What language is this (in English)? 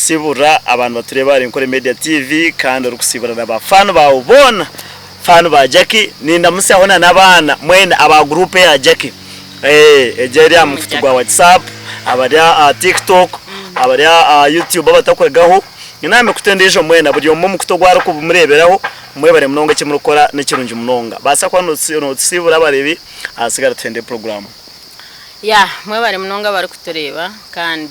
Nyankole